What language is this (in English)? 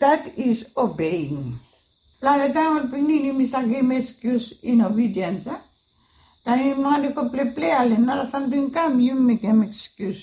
Bislama